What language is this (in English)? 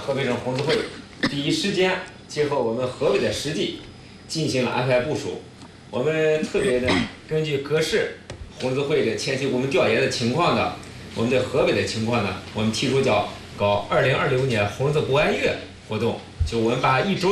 Chinese